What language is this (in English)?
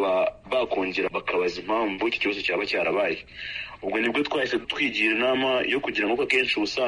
Kinyarwanda